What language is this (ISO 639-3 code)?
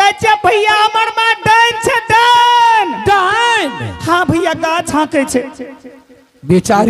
anp